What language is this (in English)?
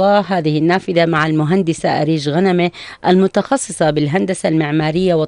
North Levantine Arabic